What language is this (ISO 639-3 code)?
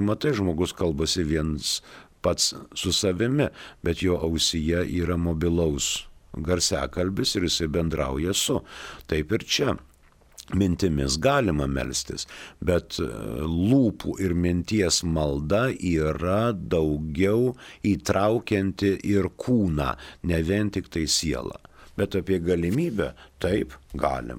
lit